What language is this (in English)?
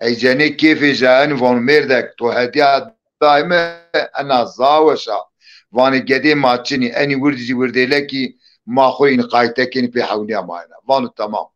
Zaza